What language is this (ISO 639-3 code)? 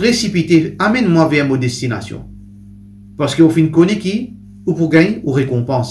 mfe